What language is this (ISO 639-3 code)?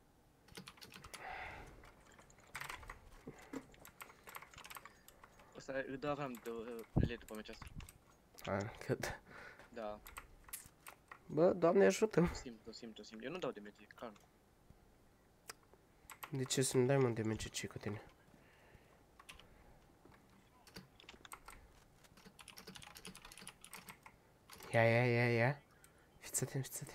ron